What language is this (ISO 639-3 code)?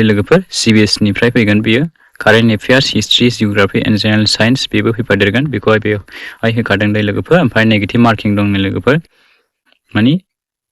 brx